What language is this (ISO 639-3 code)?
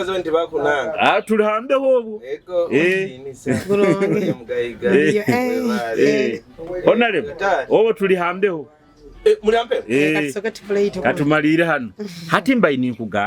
nyo